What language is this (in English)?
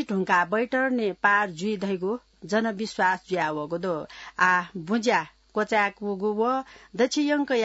Newari